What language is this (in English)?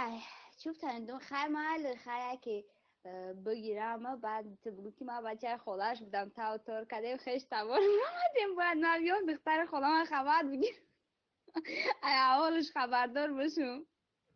Tajik